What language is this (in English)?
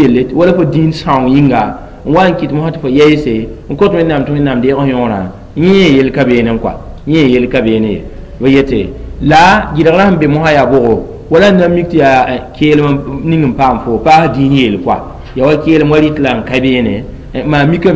Mossi